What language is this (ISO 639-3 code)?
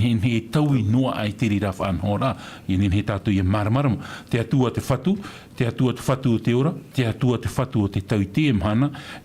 tah